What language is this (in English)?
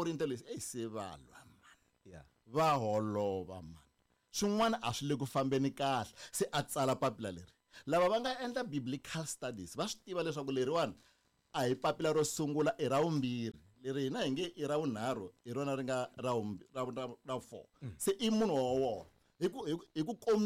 Tsonga